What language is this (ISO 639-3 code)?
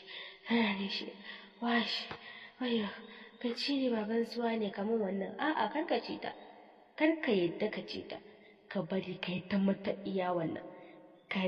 hau